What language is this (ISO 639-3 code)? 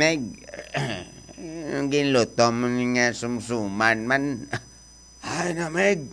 hil